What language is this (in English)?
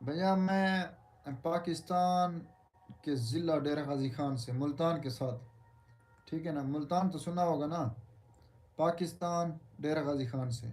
Saraiki